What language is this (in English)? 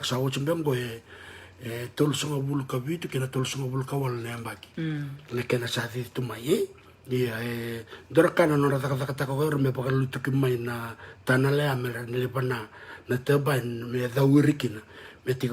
Fijian